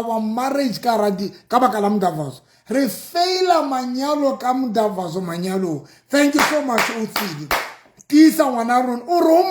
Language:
Southern Sotho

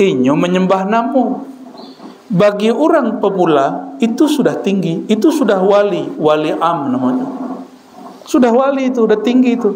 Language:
Minangkabau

